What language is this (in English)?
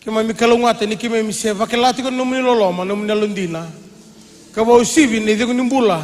Fijian